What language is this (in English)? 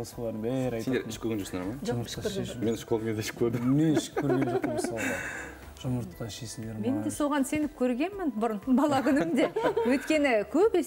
Kazakh